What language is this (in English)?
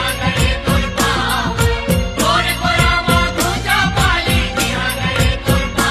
Chhattisgarhi